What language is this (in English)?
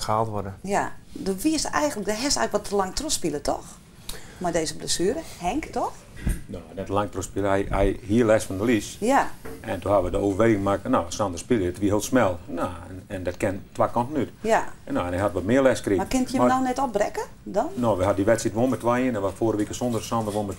Western Frisian